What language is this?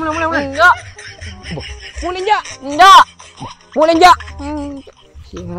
Madurese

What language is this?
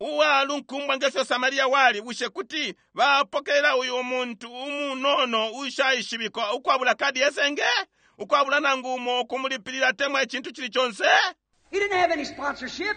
Bemba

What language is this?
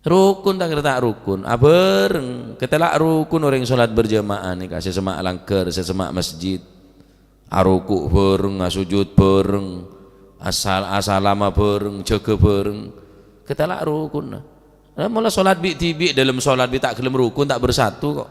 Madurese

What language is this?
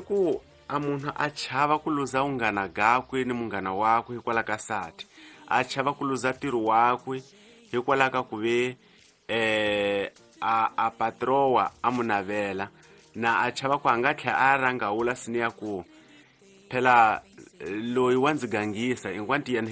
Tsonga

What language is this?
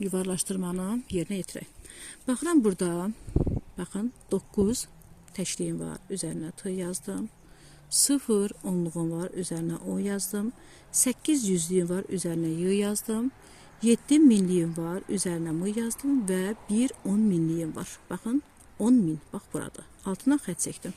Azerbaijani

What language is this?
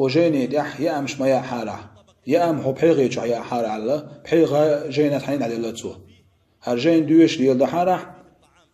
Chechen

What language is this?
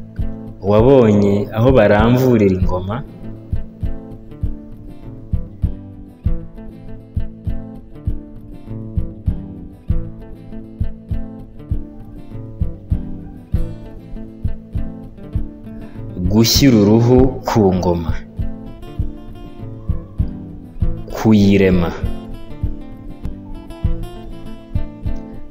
Kinyarwanda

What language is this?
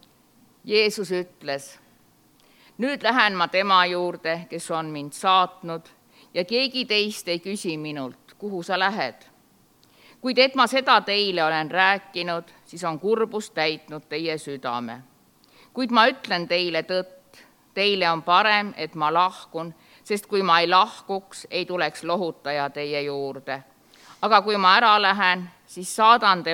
Estonian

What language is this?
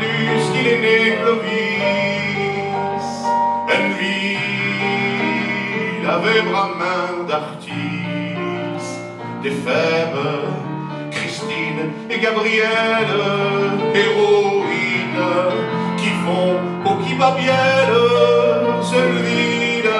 Picard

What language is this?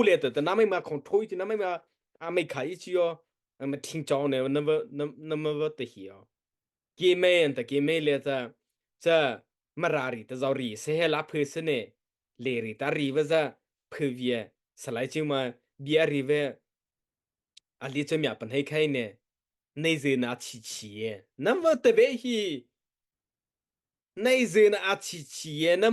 Mara Chin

